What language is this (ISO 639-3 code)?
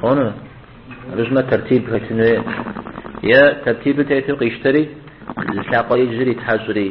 kbd